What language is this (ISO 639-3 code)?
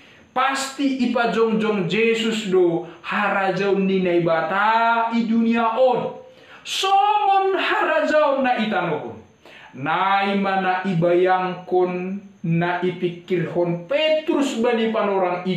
bts